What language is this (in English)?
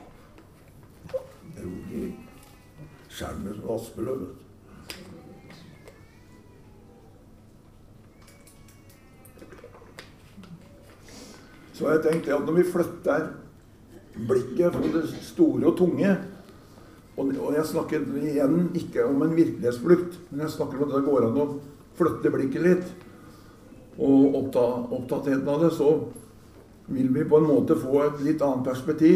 Norwegian